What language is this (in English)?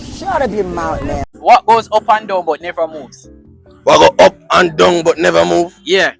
Jamaican Creole English